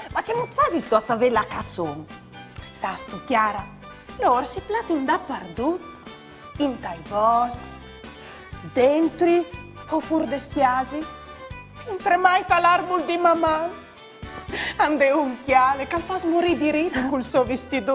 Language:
Friulian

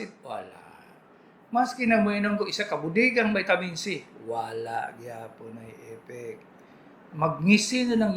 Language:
Cebuano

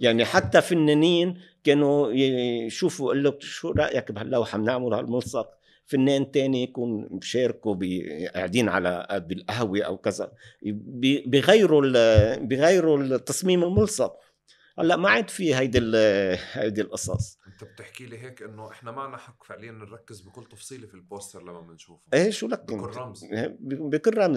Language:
North Levantine Arabic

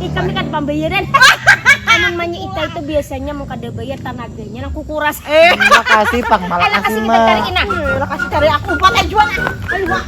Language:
Banjar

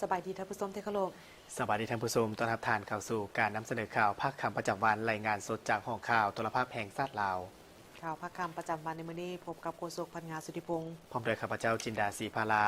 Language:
Lao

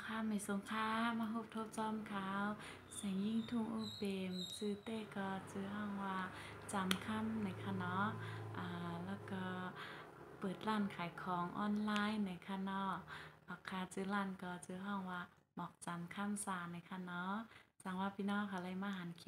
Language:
Shan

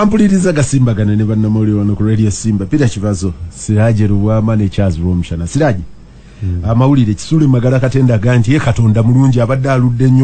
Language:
Ganda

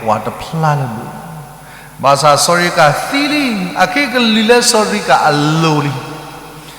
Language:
S'gaw Karen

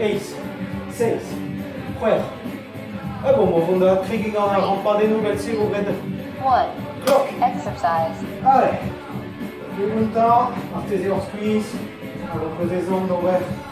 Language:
Breton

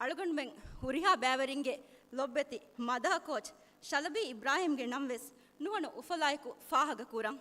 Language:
Divehi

